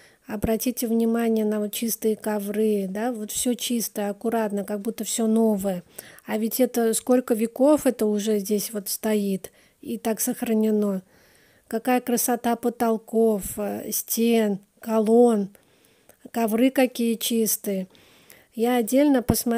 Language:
Russian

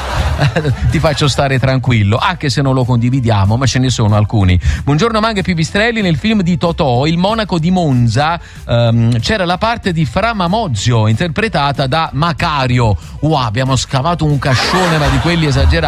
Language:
Italian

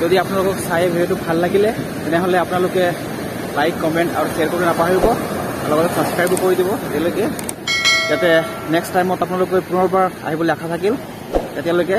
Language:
Assamese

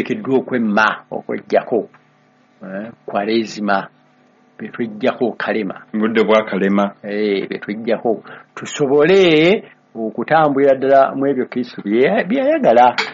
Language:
Ganda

